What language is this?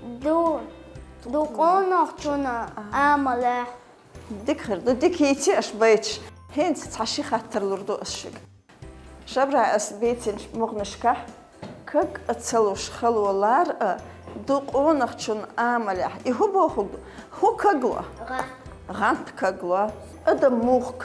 Chechen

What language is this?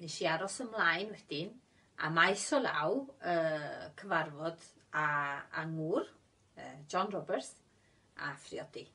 Welsh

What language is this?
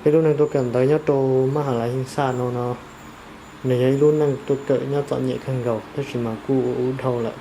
Hmong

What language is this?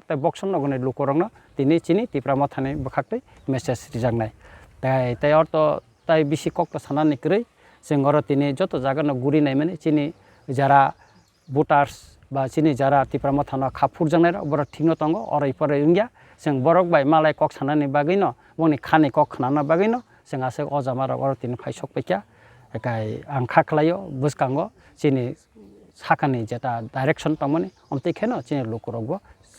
Kok Borok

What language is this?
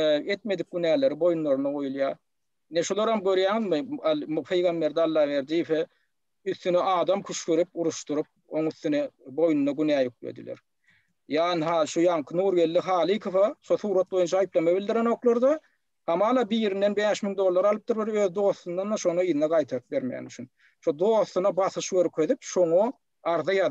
Turkmen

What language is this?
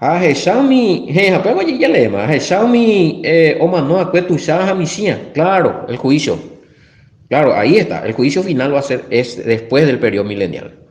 Guarani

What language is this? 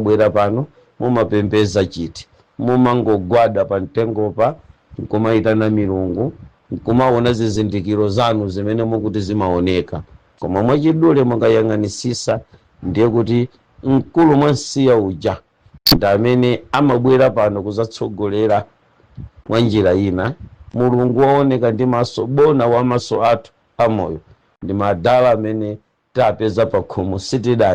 Nyanja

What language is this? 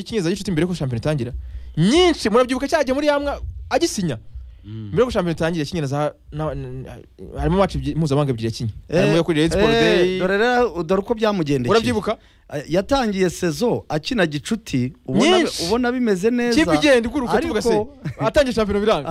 Kinyarwanda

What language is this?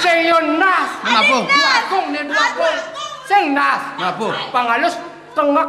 Balinese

